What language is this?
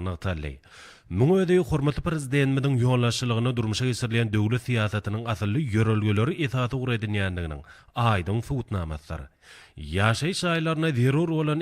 Turkmen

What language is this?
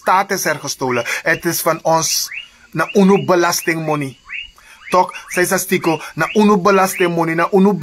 Sranan Tongo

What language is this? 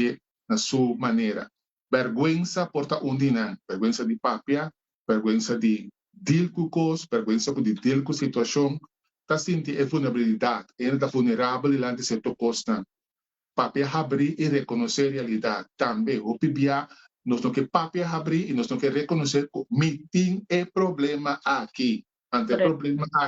Papiamento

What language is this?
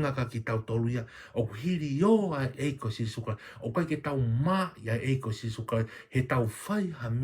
Tongan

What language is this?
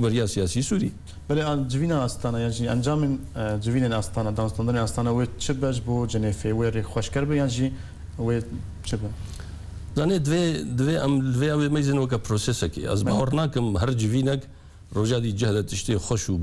Kurdish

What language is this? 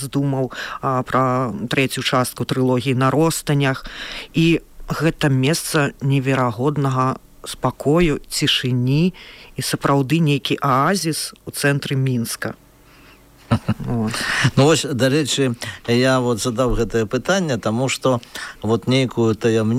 Belarusian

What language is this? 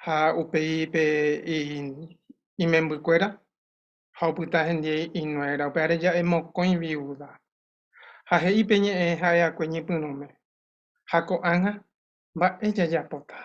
Guarani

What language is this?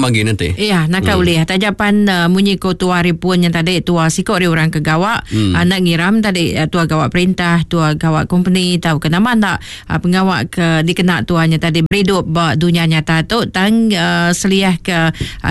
Iban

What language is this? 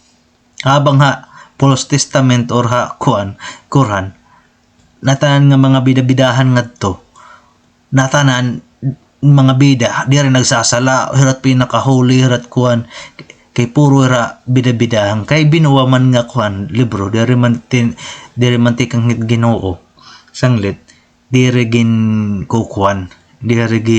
Waray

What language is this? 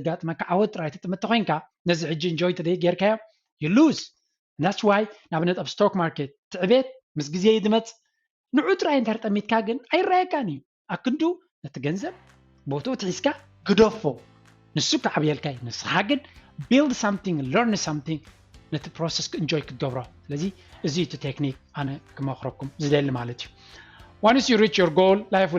Tigrinya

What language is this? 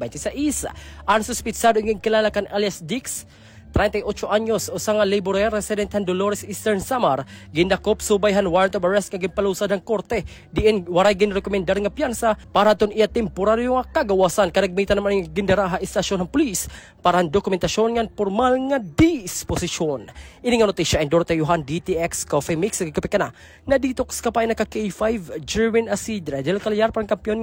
Waray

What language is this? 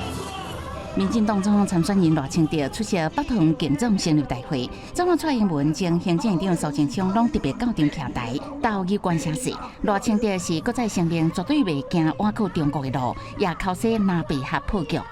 Min Nan Chinese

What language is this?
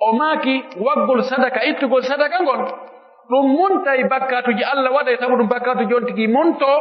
Pular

